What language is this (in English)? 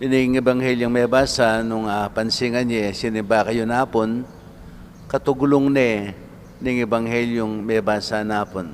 Pampanga